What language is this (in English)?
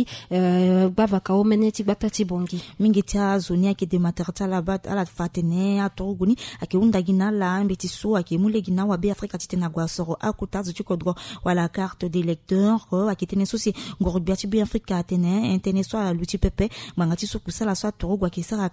Sango